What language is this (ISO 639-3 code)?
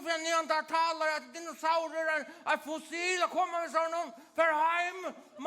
fao